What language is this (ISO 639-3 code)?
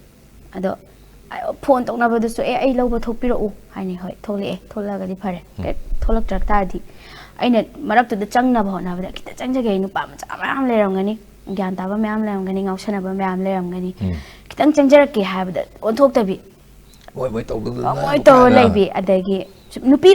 mni